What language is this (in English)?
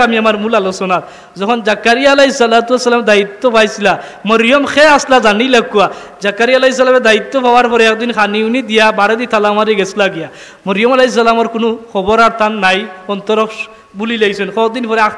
Sylheti